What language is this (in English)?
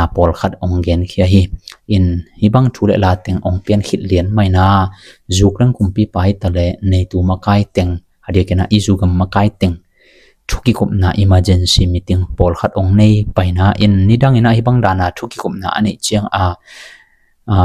Tedim Chin